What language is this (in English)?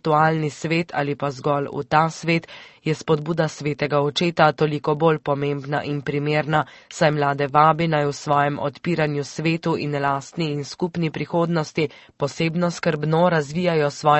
Slovenian